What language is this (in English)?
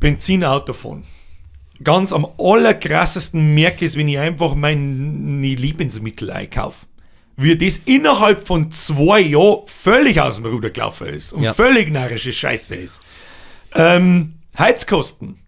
Bavarian